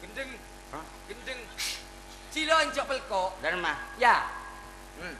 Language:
Madurese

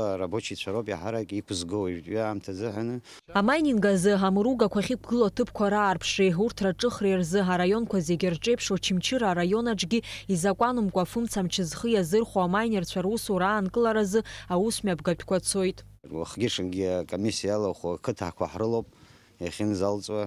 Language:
Abkhazian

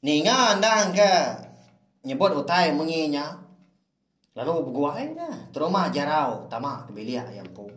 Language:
Iban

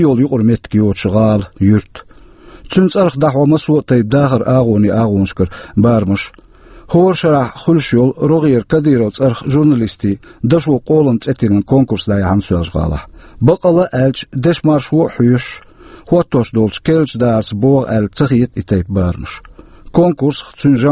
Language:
Chechen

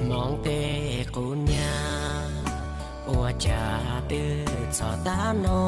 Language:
Hmong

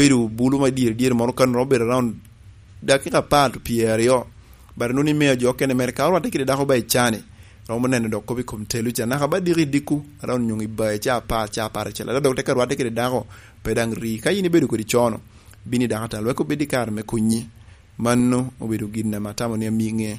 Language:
Lango (Uganda)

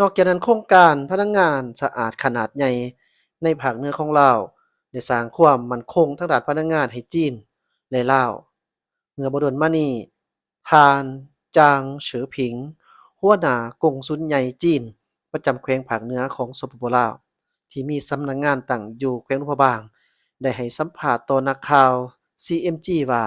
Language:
Lao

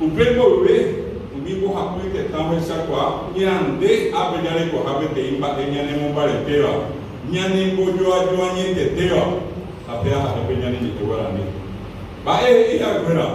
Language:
Guarani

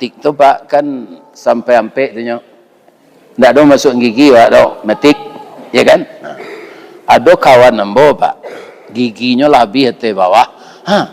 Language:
Minangkabau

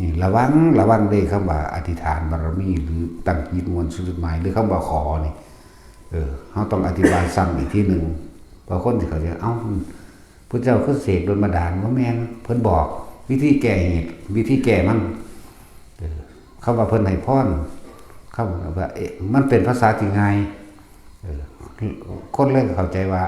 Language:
Northeastern Thai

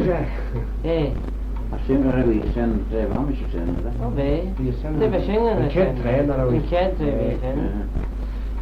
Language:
Manx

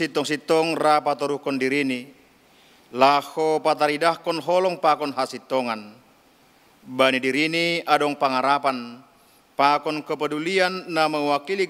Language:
Batak Simalungun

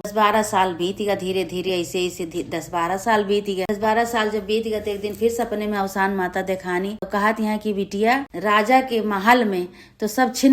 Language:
Awadhi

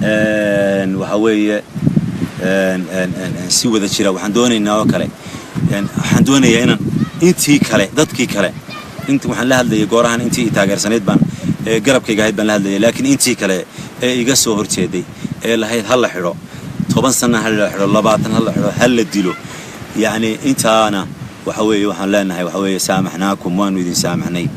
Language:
Somali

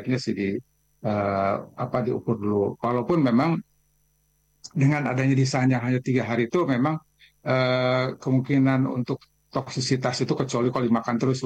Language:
Indonesian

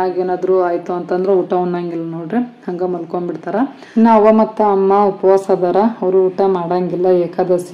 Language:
Kannada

